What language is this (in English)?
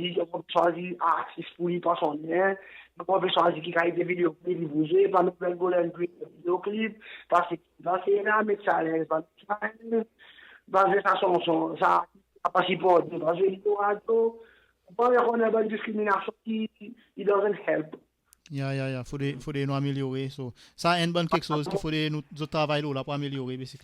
Seselwa Creole French